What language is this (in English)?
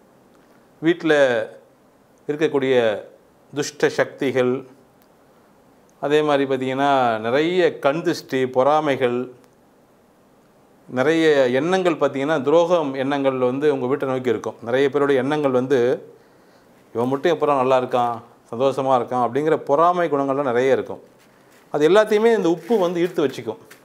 Tamil